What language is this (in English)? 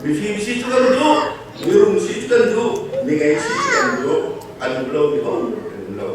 Hakha Chin